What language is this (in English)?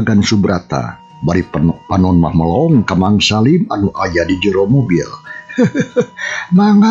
Sundanese